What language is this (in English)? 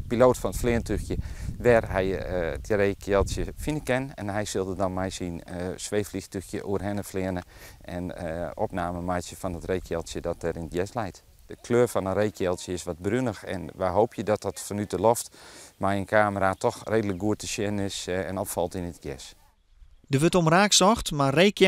Western Frisian